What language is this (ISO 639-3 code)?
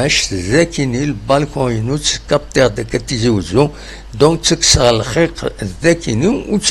kab